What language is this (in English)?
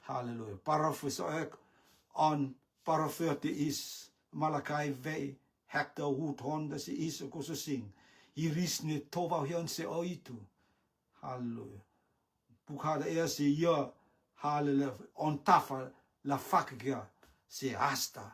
Rotuman